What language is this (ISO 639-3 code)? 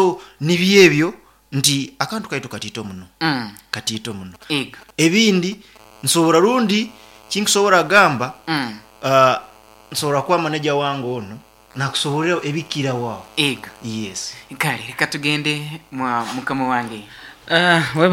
nyo